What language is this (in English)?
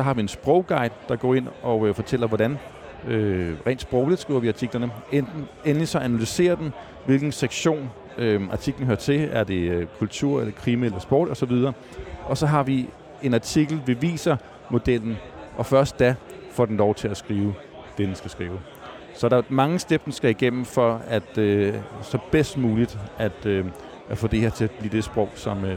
Danish